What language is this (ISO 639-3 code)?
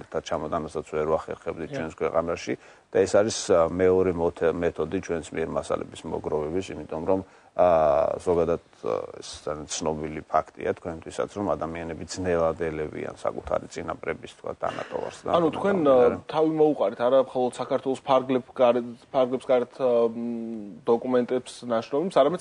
kat